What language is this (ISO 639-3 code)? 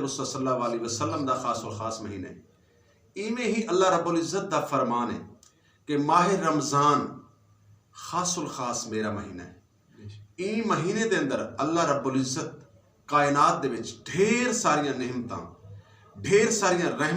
skr